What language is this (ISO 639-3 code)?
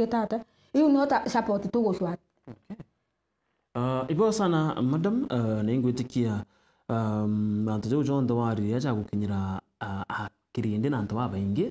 mer